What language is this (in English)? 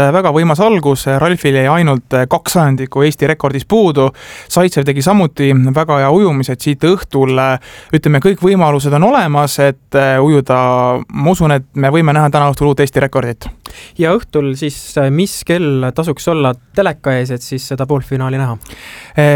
Estonian